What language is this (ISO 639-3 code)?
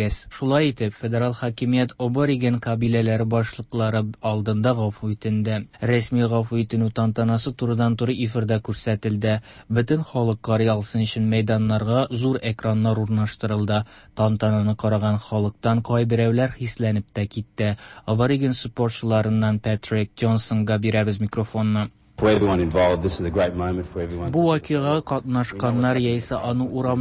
tat